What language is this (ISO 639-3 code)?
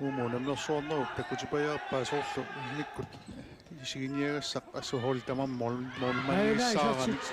kal